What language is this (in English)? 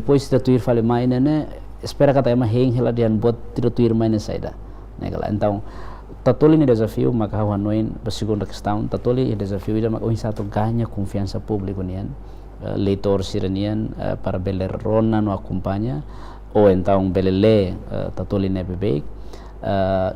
Tetum